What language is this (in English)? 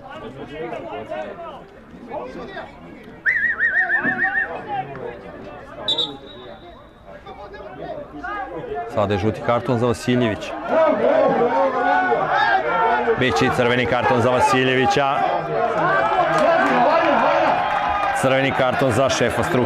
Serbian